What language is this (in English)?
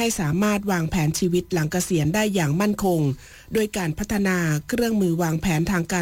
Thai